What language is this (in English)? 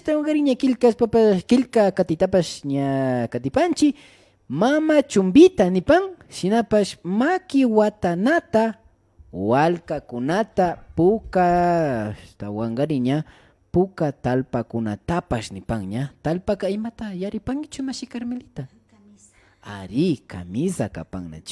Imbabura Highland Quichua